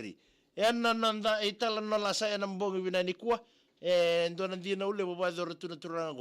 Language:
Fijian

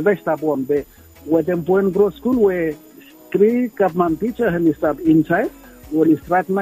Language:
Bislama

